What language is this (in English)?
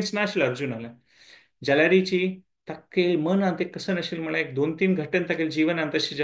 Konkani